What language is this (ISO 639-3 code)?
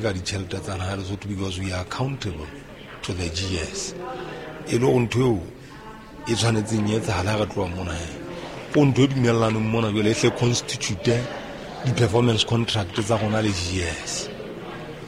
sot